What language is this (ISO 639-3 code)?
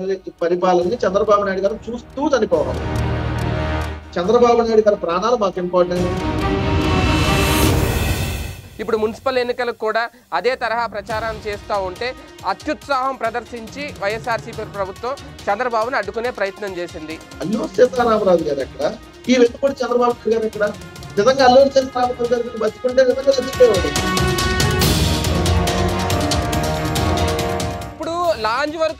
tel